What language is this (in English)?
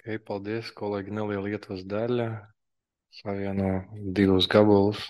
Latvian